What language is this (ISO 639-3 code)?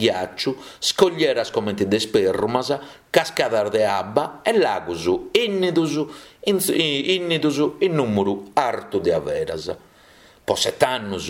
srd